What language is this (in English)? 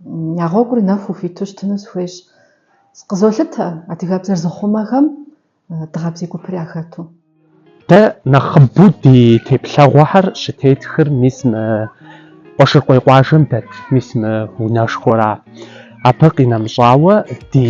Kabardian